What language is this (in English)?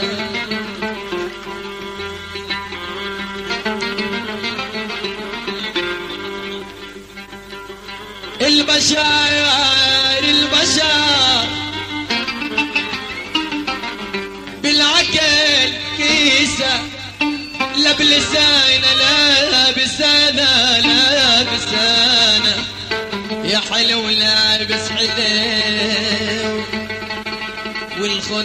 Arabic